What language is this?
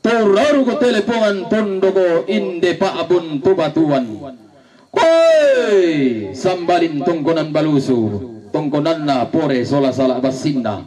Toraja-Sa'dan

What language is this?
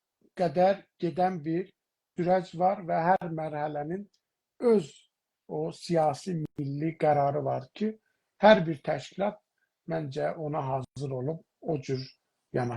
South Azerbaijani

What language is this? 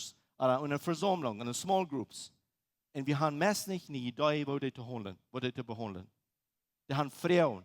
Plautdietsch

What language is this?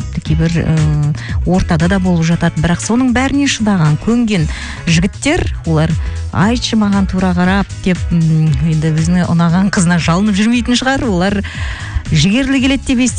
Kazakh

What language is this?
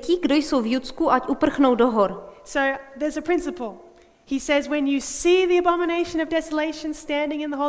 Czech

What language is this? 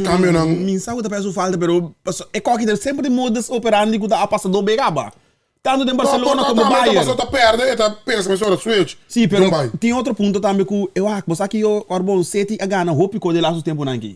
Papiamento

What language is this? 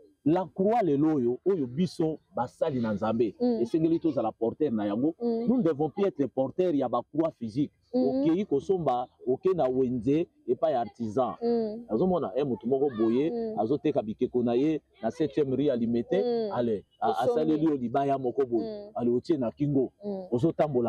Lingala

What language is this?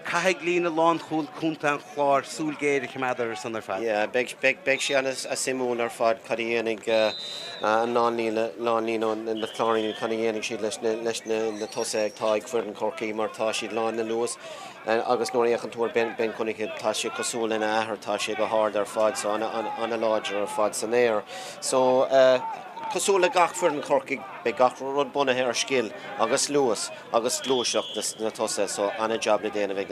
Irish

